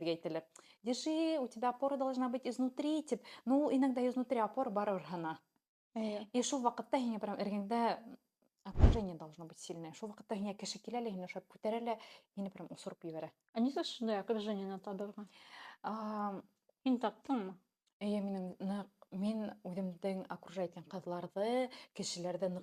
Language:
Bashkir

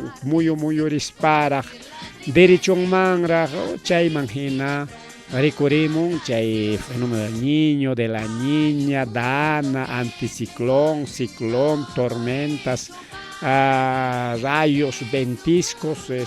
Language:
Ayacucho Quechua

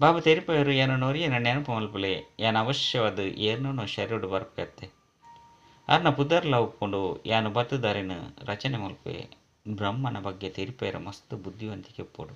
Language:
Tulu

